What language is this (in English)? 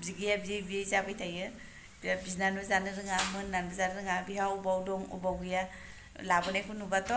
Bodo